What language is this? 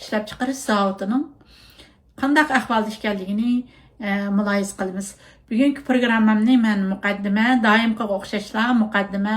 Uyghur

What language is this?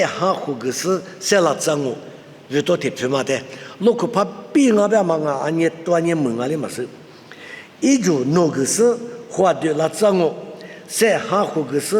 Lisu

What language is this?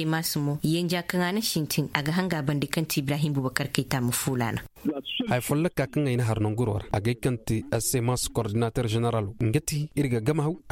Zarma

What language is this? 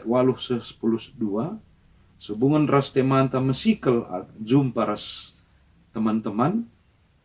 Batak Karo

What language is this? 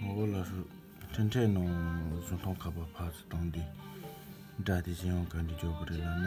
Tibetan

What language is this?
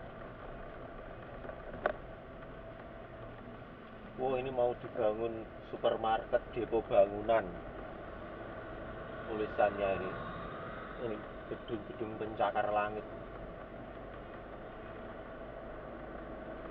Indonesian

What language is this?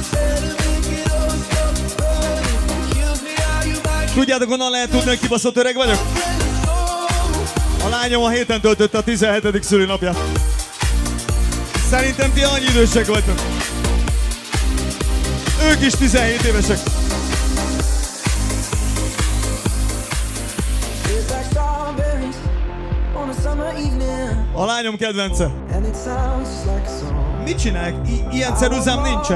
Hungarian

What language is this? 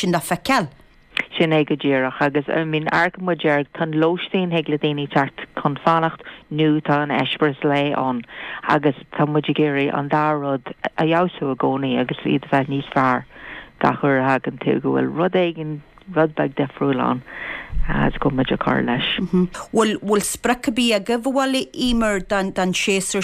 Irish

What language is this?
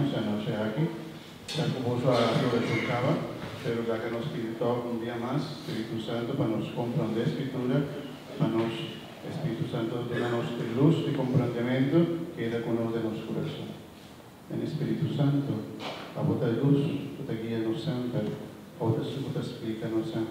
Papiamento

